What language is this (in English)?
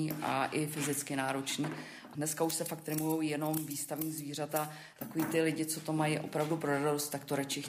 Czech